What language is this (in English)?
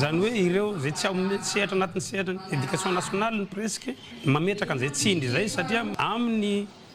Malagasy